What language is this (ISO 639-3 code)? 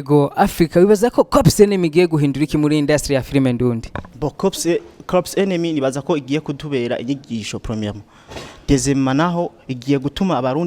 run